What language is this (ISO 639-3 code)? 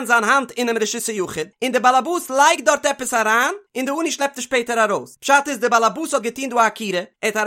yid